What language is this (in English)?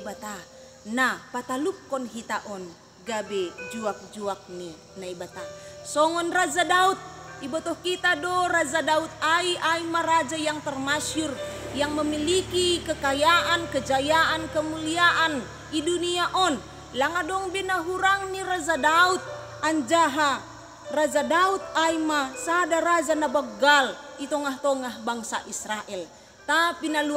Batak Simalungun